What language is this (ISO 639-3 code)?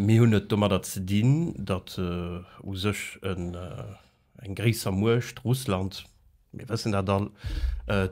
ltz